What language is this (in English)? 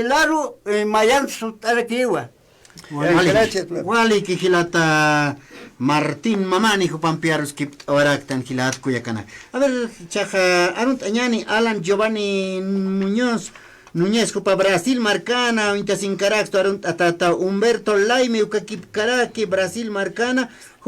Aymara